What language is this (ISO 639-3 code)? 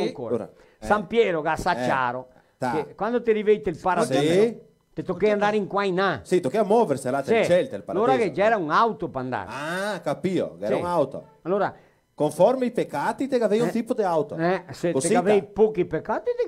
vec